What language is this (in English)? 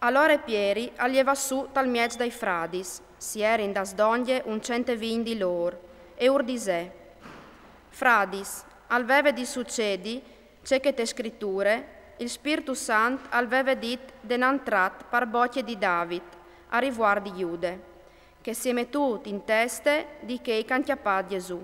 Friulian